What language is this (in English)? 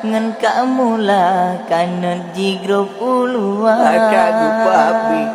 Achinese